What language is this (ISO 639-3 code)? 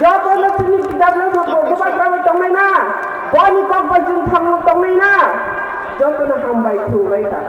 trp